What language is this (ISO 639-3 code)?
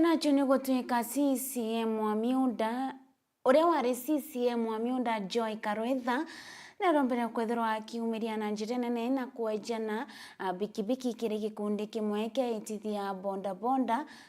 mer